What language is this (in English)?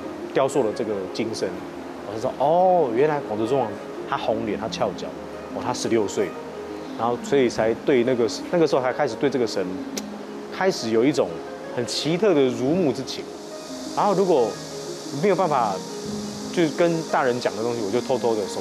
Chinese